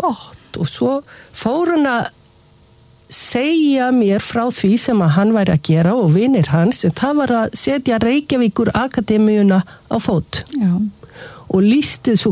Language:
Icelandic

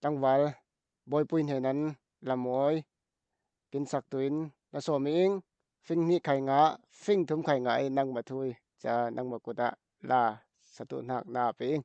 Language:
Falam Chin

